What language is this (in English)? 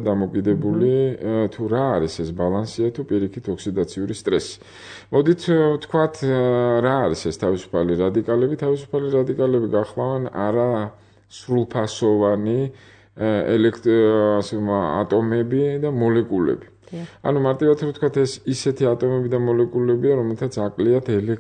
Georgian